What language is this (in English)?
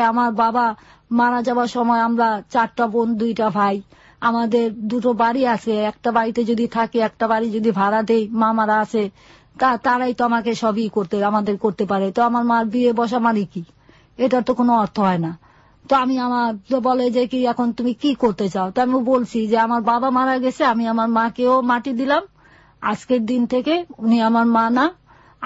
Bangla